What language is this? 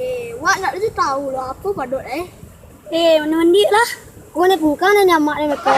Minangkabau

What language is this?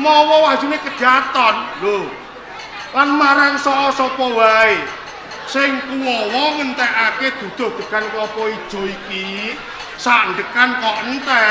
Javanese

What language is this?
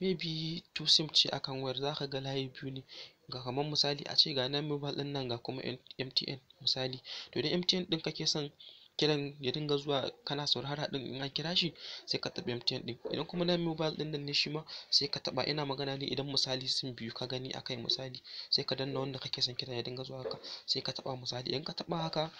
Hausa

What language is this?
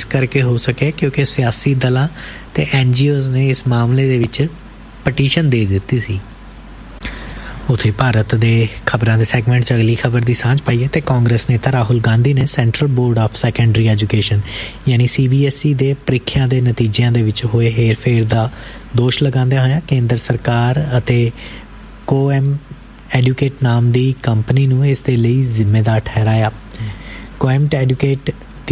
Punjabi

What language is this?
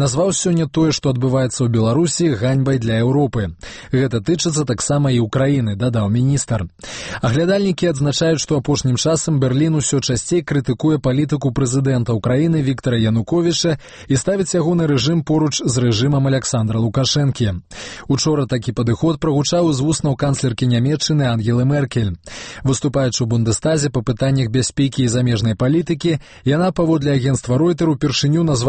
Belarusian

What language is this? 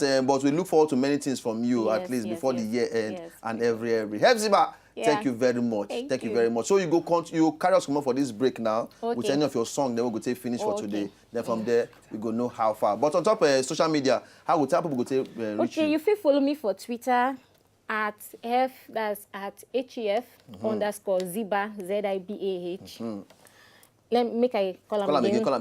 Nigerian Pidgin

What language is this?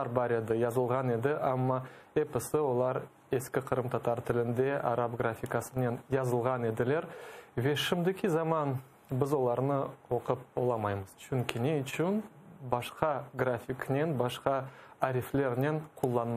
Crimean Tatar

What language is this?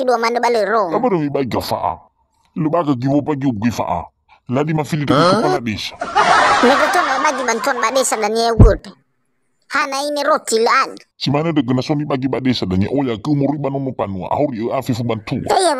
Nias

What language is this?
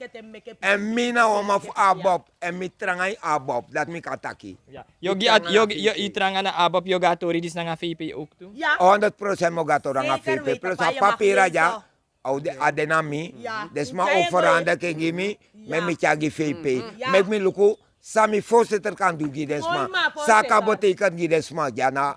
Sranan Tongo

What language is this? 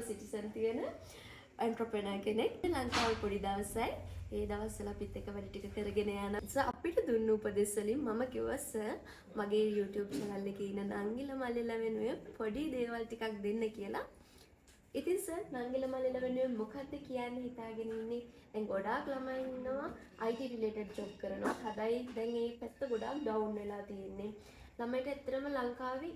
Sinhala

